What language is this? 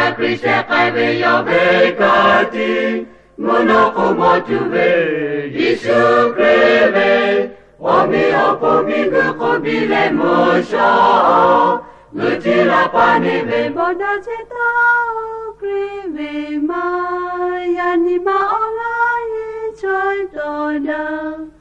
Lahu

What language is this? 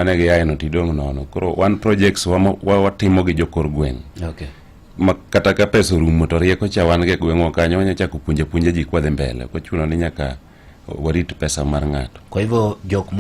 Luo (Kenya and Tanzania)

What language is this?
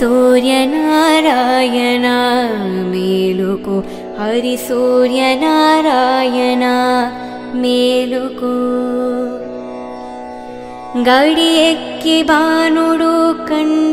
Telugu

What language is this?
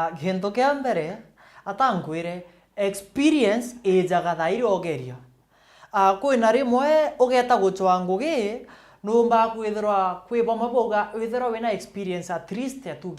Meru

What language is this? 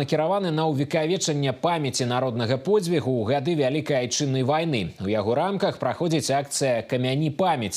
Belarusian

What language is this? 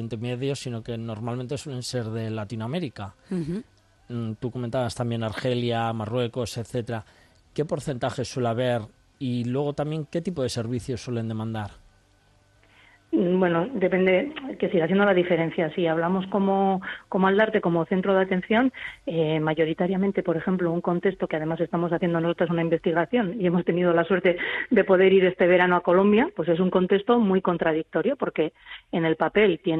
Spanish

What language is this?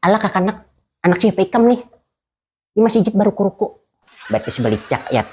Banjar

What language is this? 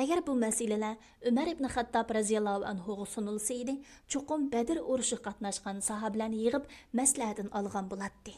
Uyghur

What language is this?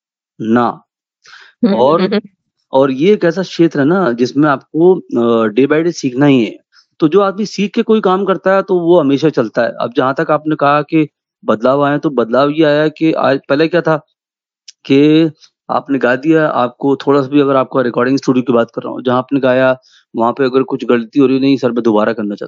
Hindi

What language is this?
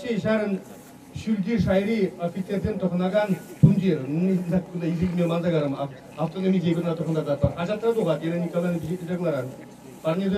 Chuvash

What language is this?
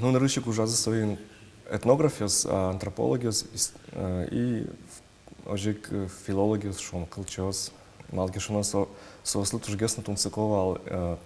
Udmurt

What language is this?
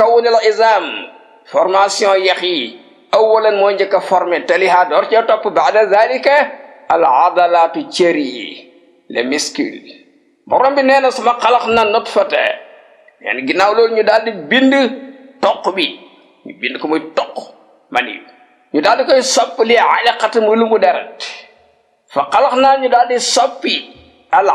Wolof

